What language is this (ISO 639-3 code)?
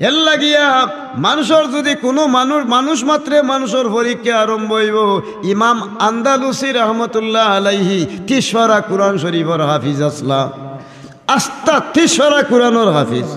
syl